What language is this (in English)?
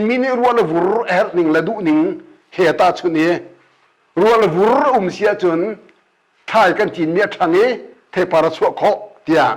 Hakha Chin